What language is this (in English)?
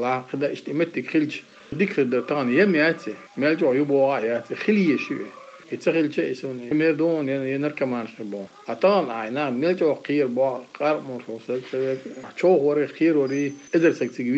Chechen